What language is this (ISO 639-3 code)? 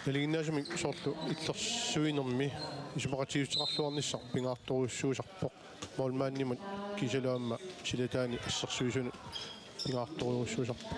kal